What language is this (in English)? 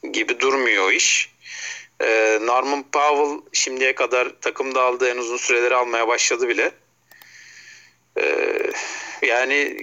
Turkish